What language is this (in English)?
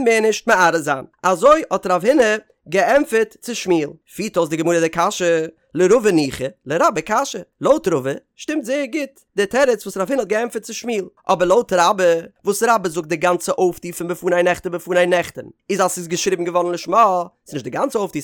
Yiddish